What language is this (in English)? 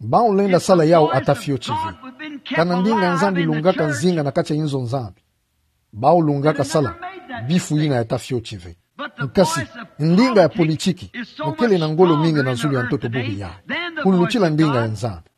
Kituba (Democratic Republic of Congo)